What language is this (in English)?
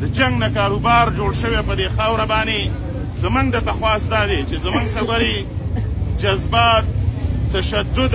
Pashto